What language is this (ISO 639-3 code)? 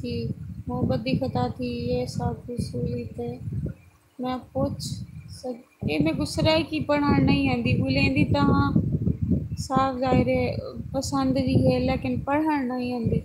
skr